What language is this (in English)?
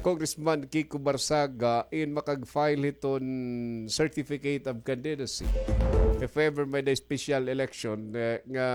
Waray